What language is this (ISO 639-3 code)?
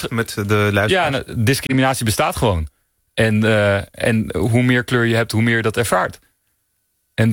nld